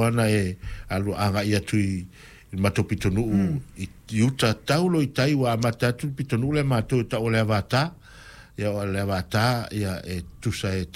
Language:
Samoan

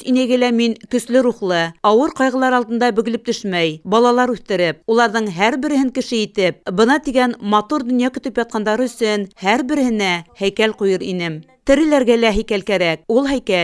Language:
Bashkir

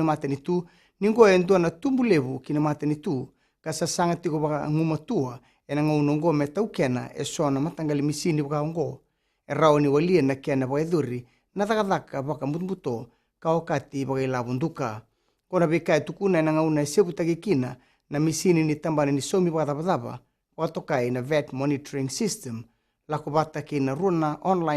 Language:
Fijian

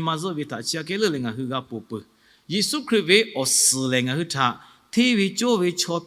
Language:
Lahu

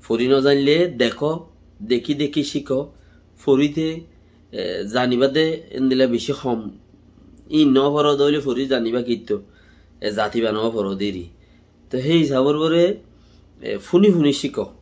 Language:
Rohingya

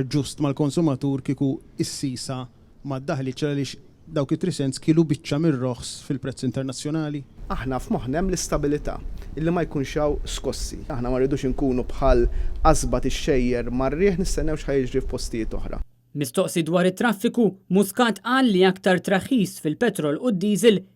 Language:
Maltese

